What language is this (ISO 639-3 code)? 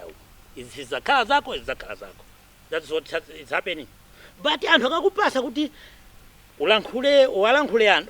nya